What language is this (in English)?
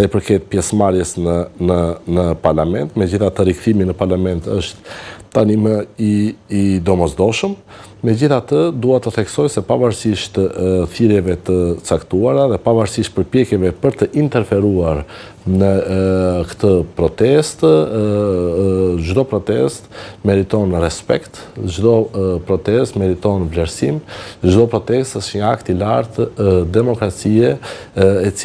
Albanian